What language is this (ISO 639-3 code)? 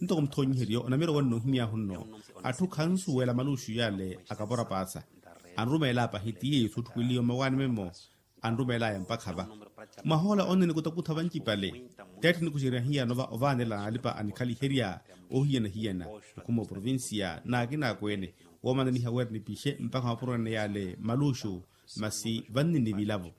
vmw